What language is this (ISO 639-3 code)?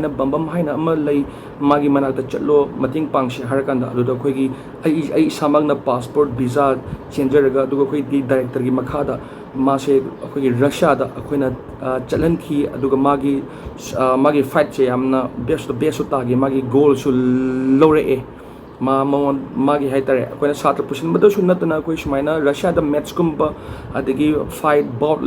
mni